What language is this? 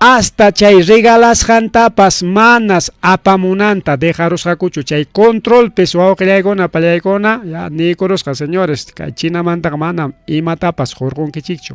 Ayacucho Quechua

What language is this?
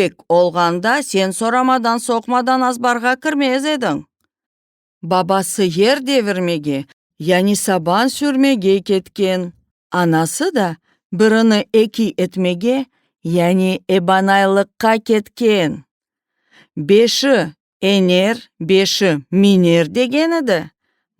Crimean Tatar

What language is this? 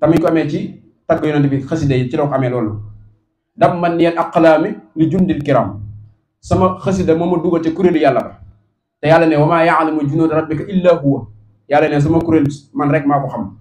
Wolof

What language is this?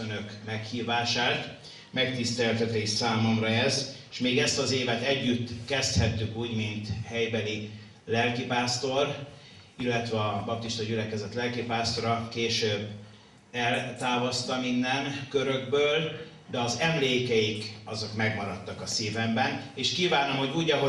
Hungarian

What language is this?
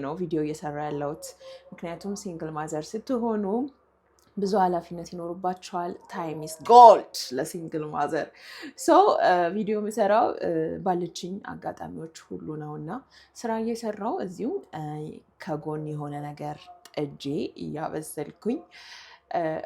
Amharic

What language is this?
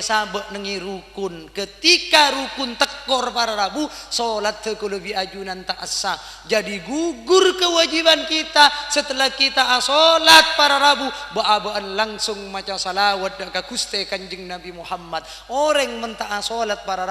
Madurese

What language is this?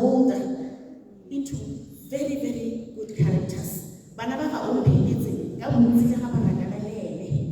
Tswana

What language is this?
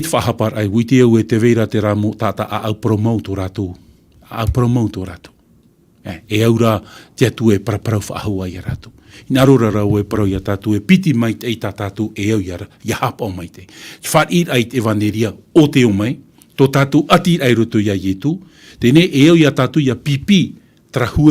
Tahitian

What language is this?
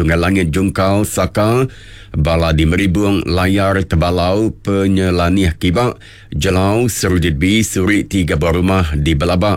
Iban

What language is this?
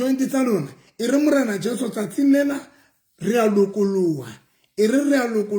Southern Sotho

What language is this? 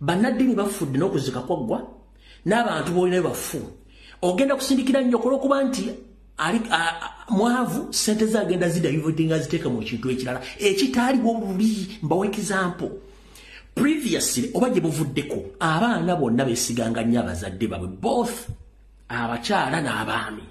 Ganda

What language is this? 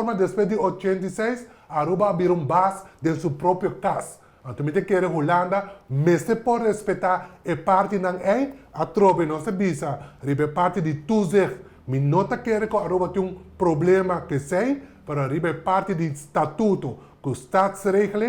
Papiamento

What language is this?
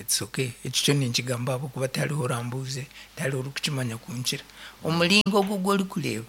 Nyankole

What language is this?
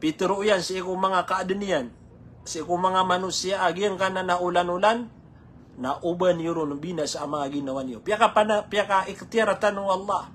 Maranao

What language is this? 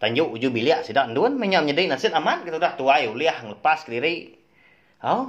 Iban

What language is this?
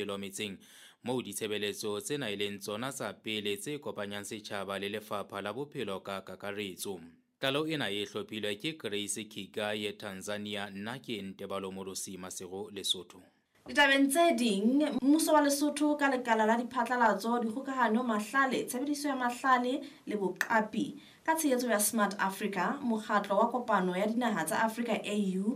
Southern Sotho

